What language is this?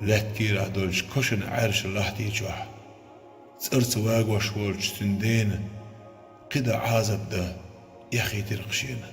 Chechen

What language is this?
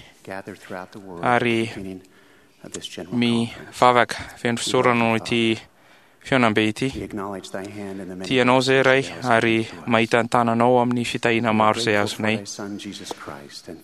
Malagasy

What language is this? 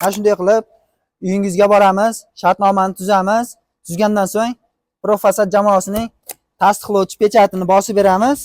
Uzbek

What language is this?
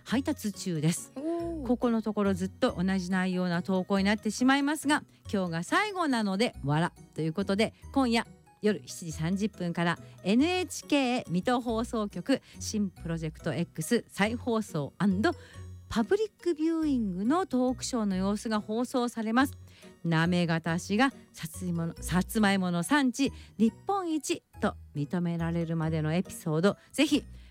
Japanese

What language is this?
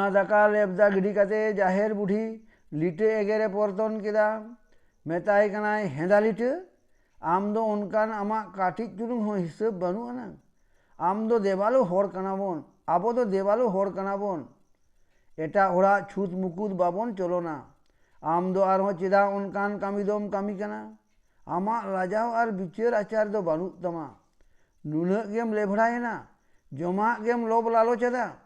Santali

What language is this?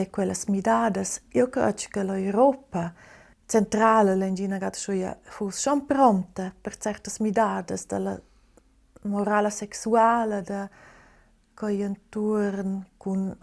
Romansh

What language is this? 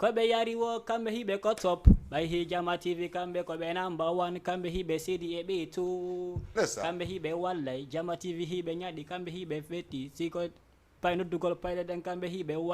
Fula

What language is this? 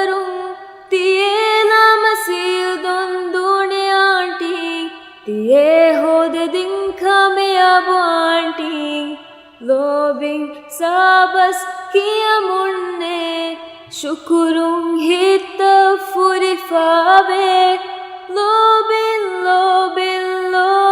Divehi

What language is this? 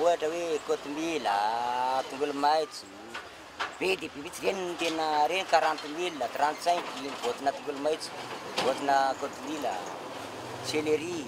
Malagasy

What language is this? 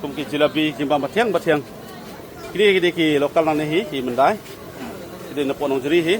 Khasi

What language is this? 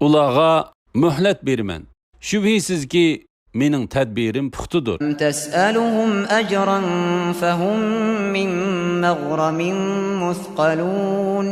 Uyghur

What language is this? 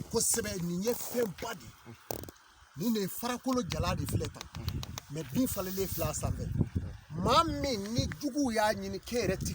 Bambara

